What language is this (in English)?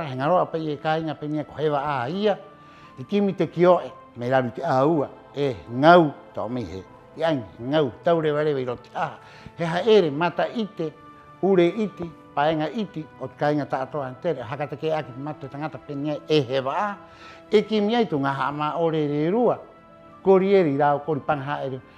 Rapanui